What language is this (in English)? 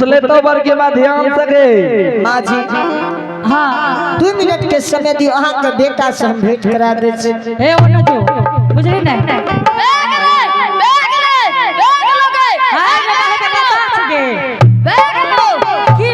Angika